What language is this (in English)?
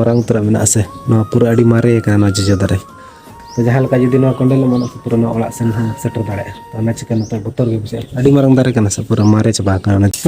Santali